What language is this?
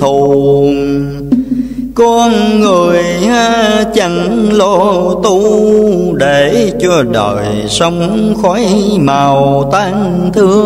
Vietnamese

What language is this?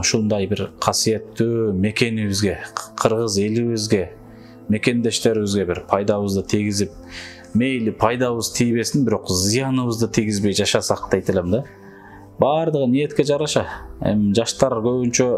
Kyrgyz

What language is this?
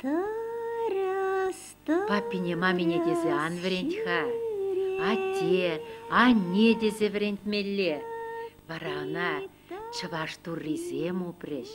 Chuvash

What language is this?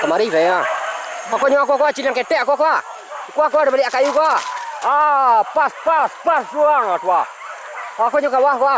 Minangkabau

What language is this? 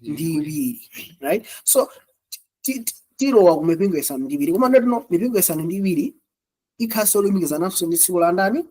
Nyanja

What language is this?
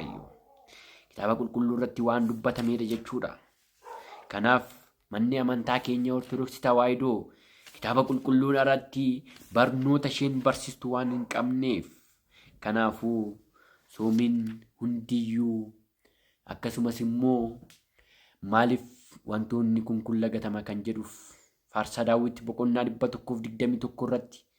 Oromo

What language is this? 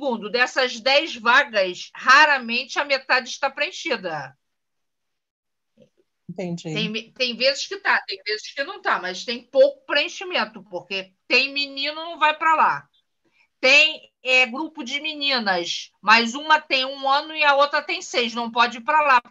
Portuguese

